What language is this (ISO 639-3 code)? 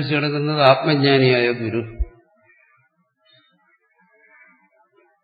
mal